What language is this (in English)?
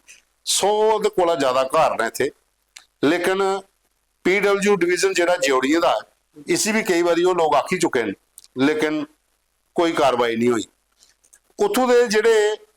Dogri